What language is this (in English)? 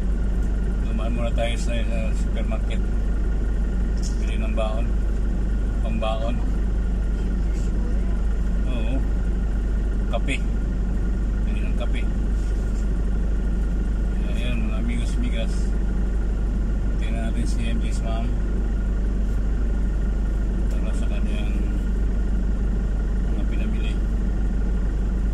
Filipino